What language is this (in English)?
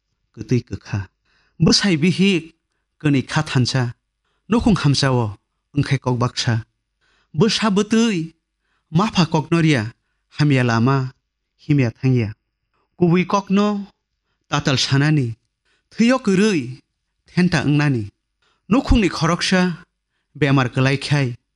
Kok Borok